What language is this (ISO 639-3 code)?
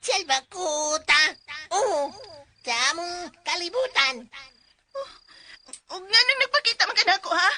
ceb